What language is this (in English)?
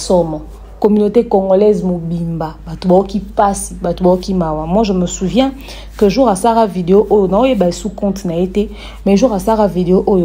Lingala